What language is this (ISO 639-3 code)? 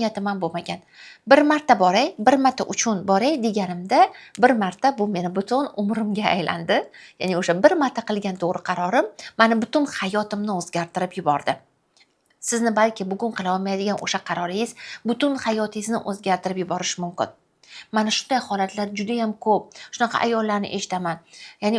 uzb